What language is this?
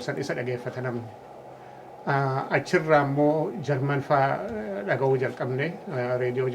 Oromo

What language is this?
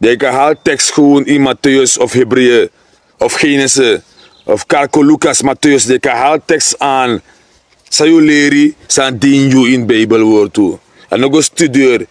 Sranan Tongo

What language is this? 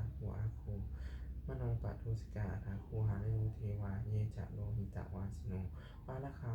Pali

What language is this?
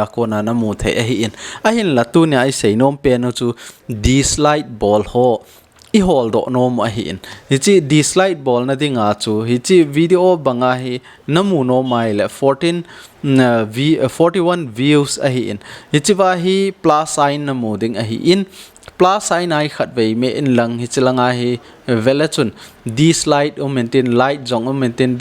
Thado Chin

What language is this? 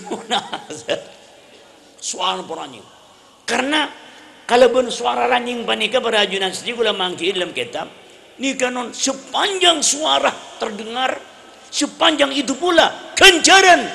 Madurese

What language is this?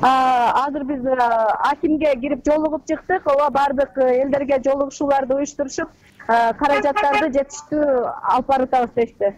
Kyrgyz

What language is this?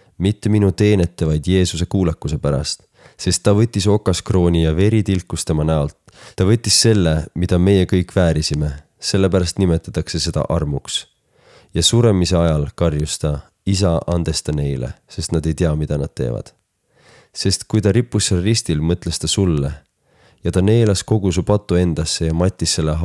Estonian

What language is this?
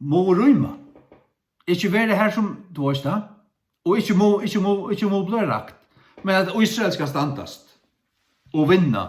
Faroese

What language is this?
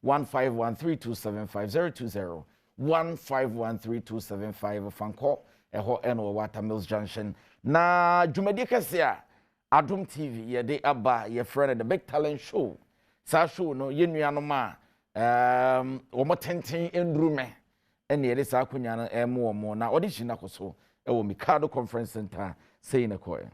Akan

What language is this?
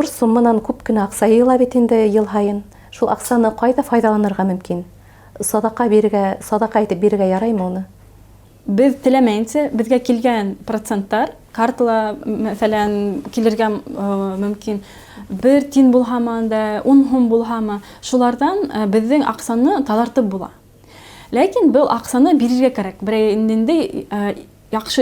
Bashkir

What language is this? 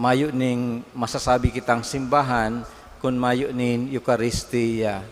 Bikol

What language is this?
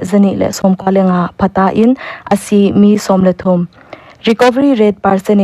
Paite Chin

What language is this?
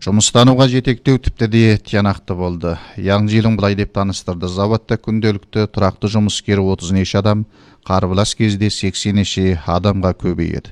Kyrgyz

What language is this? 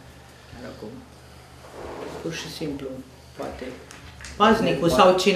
Romanian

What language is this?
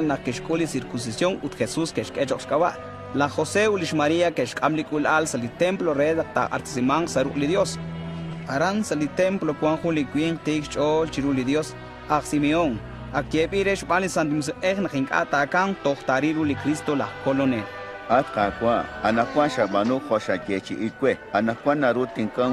Kekchí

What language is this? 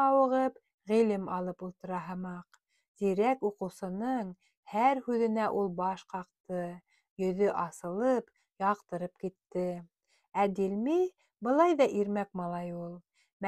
Bashkir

